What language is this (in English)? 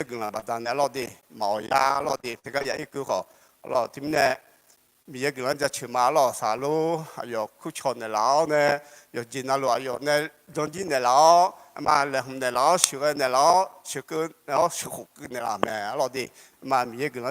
Akha